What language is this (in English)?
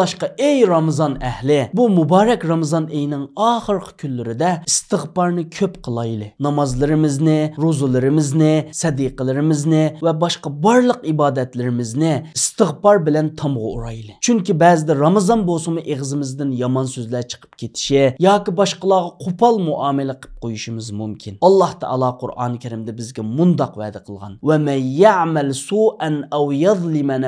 Uyghur